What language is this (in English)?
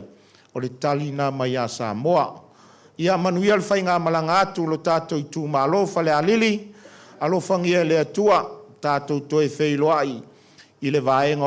Samoan